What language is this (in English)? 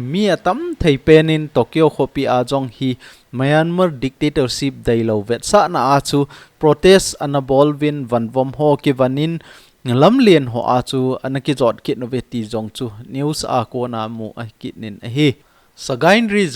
Thado Chin